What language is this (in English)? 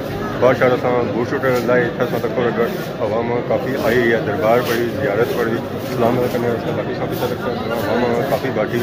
Pahari-Potwari